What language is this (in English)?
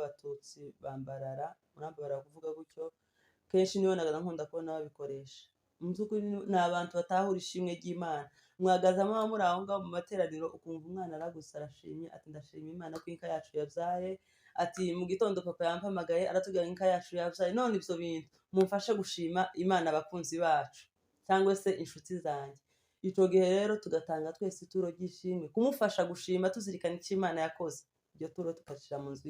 Kinyarwanda